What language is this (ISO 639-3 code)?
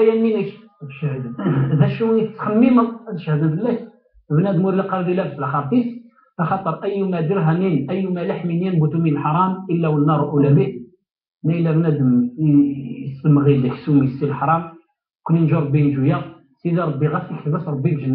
kab